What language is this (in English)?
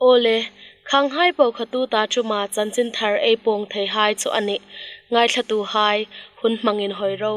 Hmar